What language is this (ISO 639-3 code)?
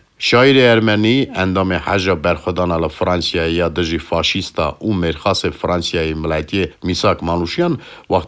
kur